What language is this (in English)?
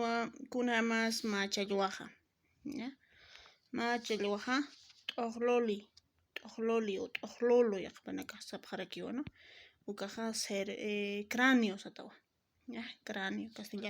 Aymara